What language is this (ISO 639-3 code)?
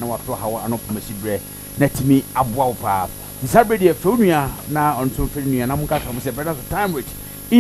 aka